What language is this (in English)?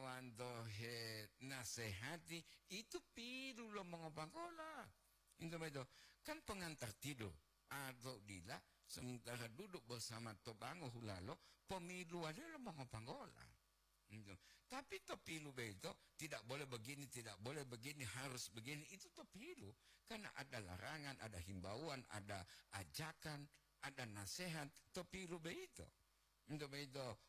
Gorontalo